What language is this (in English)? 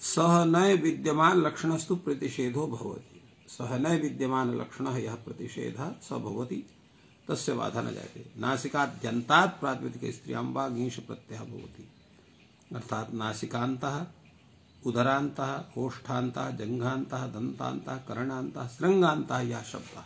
Sanskrit